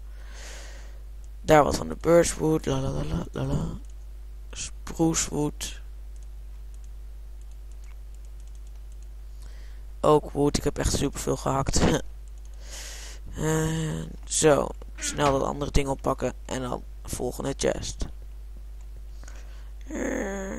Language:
Dutch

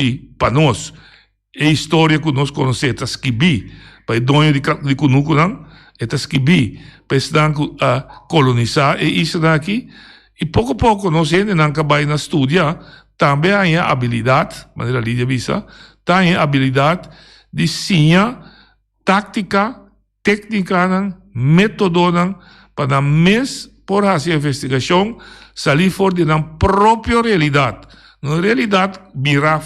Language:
Papiamento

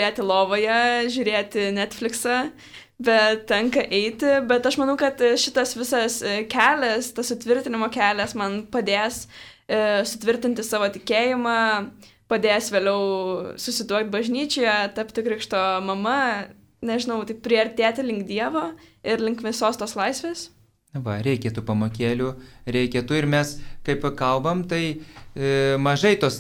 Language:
Lithuanian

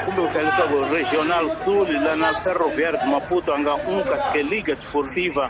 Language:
Tsonga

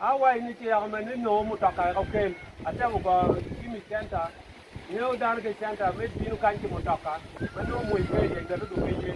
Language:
Acoli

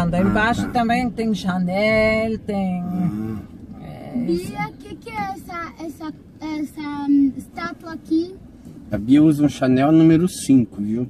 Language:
Portuguese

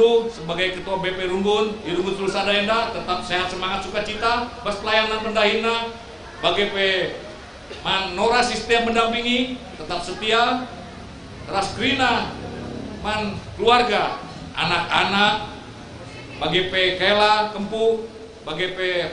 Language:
Batak Karo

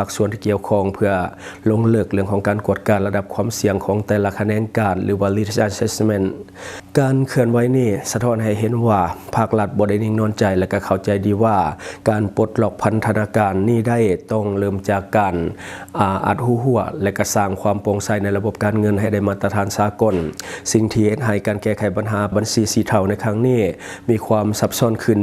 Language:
Lao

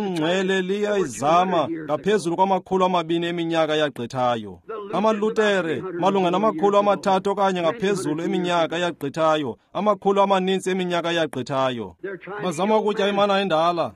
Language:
Xhosa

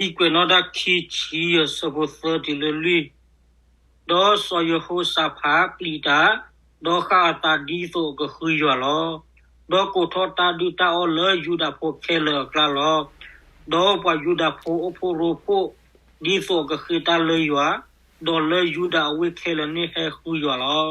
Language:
S'gaw Karen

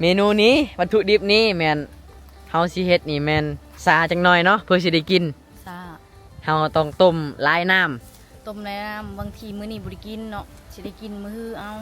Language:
Lao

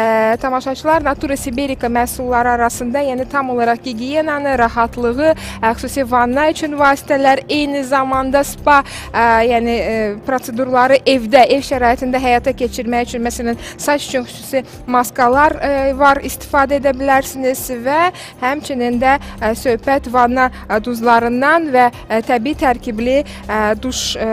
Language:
Azerbaijani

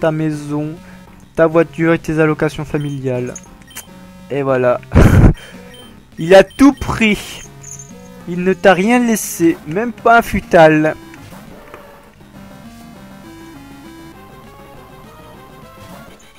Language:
French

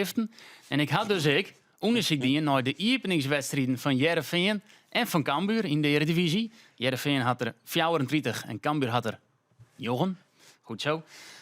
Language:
Western Frisian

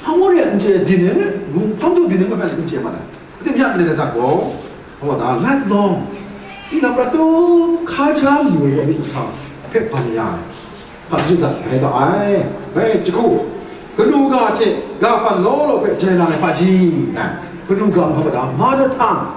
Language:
Kachin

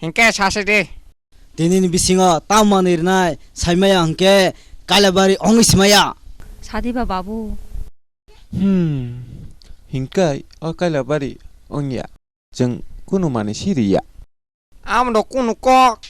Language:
Kok Borok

